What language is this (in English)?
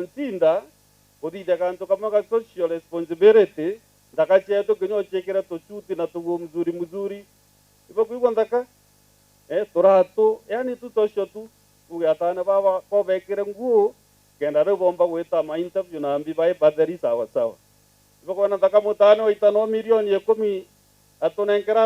Meru